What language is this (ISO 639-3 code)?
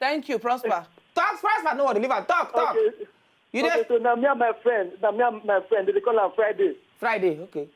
pcm